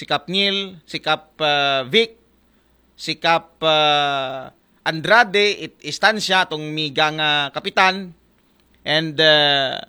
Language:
Aklanon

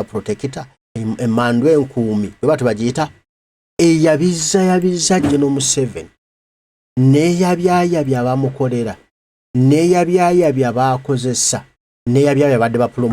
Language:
Ganda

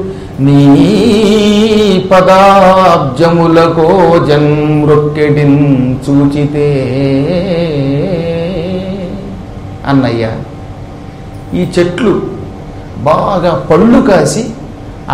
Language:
Telugu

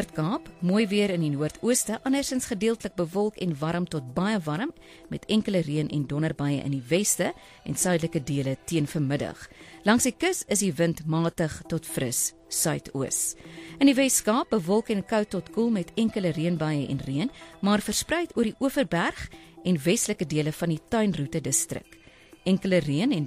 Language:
Afrikaans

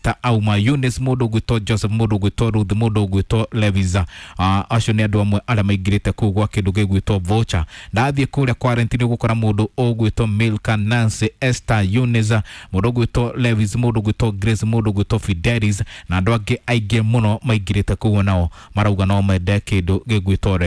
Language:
Kikuyu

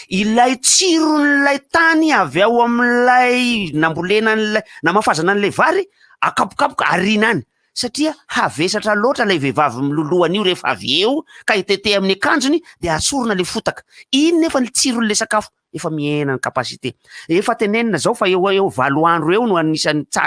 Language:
Malagasy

